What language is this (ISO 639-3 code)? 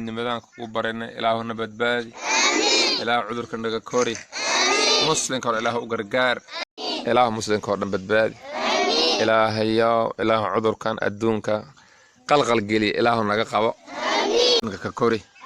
som